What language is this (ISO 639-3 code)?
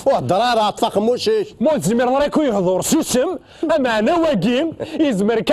kab